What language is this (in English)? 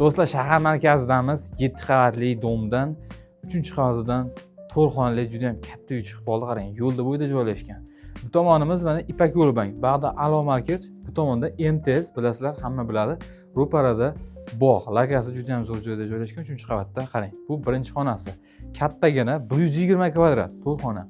Uzbek